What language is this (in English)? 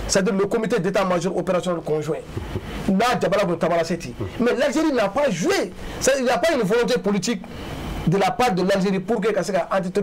Bambara